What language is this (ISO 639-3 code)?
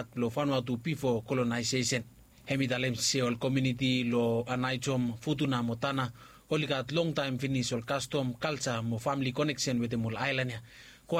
bis